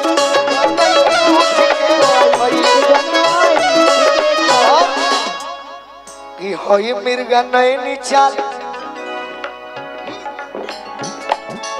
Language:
Bhojpuri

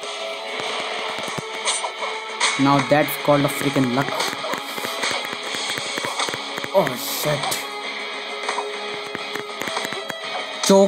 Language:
Hindi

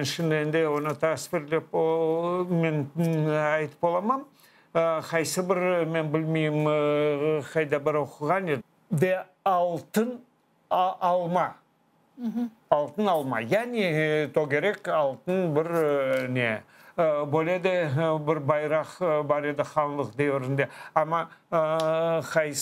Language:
Crimean Tatar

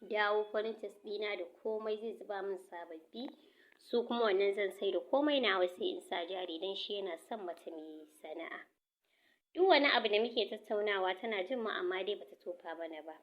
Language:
Hausa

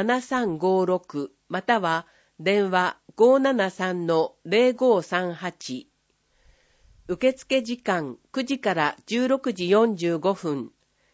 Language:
Japanese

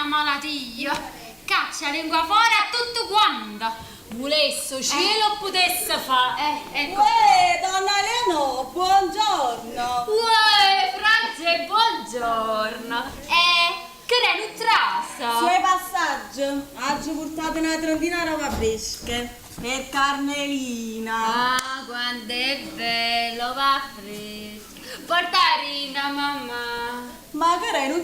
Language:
Neapolitan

